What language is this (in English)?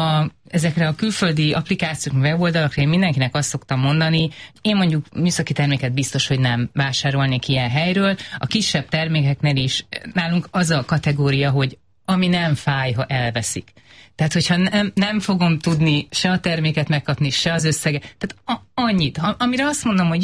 Hungarian